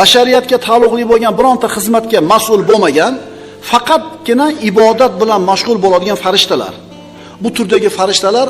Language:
Uzbek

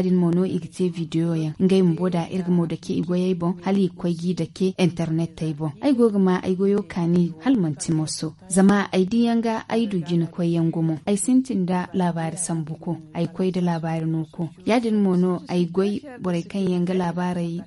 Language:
Zarma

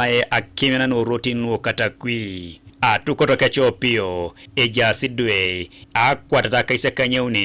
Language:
Teso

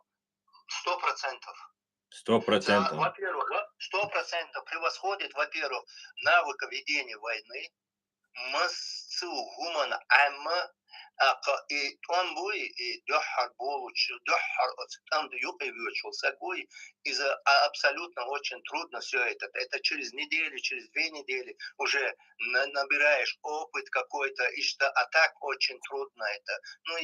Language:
Chechen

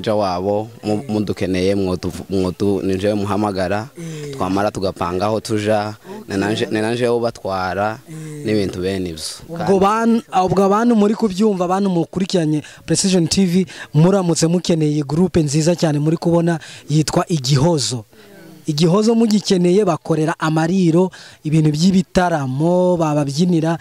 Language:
Kinyarwanda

